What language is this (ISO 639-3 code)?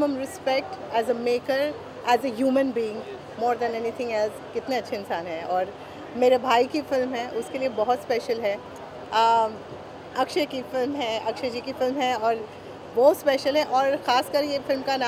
hin